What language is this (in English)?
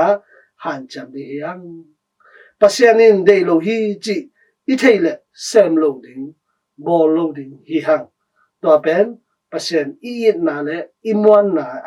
Tedim Chin